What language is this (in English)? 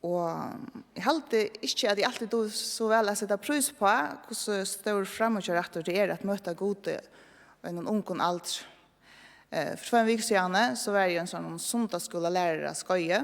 Faroese